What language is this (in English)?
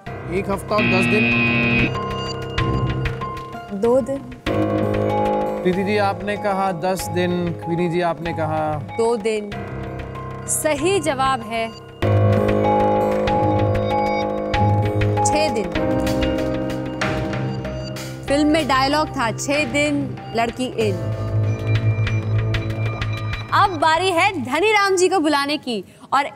Hindi